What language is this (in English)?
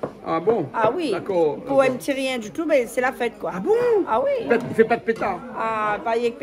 Réunion Creole French